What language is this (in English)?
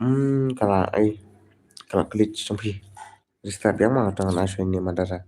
Khasi